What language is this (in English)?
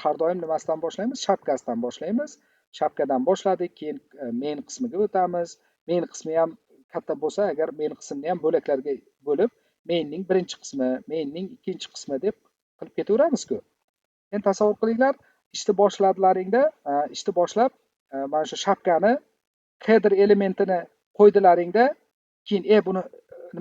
Uzbek